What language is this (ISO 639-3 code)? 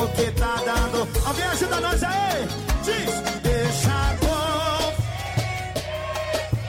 por